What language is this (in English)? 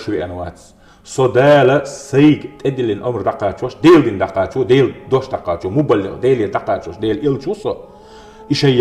Chechen